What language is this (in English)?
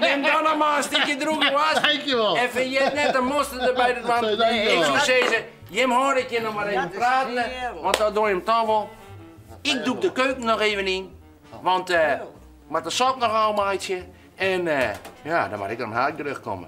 Western Frisian